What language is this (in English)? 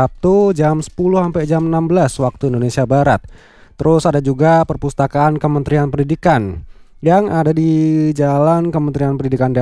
Indonesian